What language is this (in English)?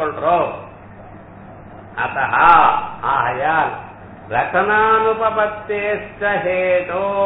Tamil